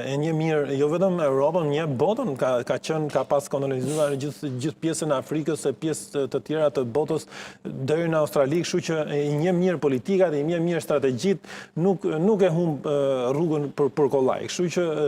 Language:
Albanian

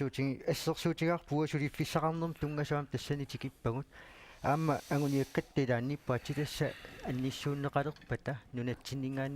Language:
Kalaallisut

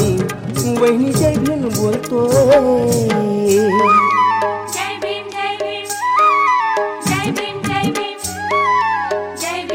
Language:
Marathi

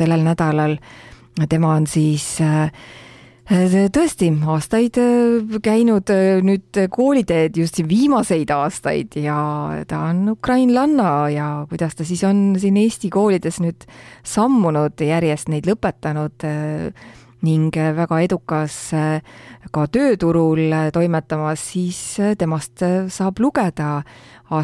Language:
Estonian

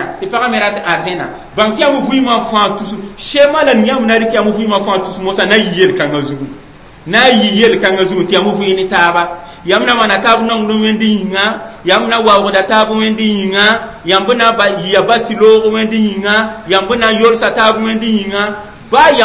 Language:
Mossi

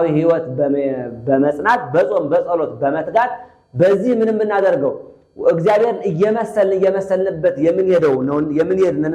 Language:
Amharic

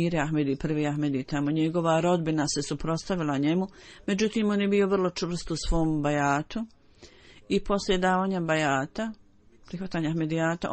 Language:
Bosnian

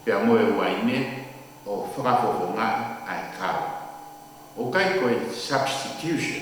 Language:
Tongan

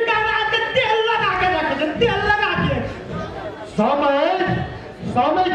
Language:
Maithili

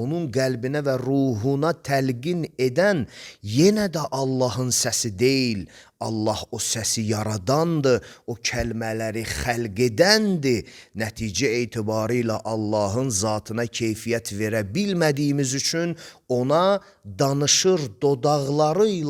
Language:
Azerbaijani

